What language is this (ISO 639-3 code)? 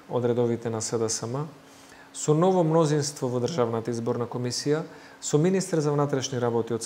mkd